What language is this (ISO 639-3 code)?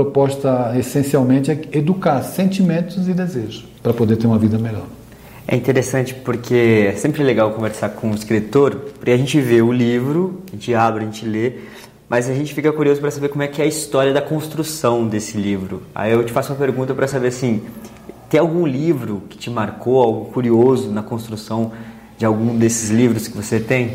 por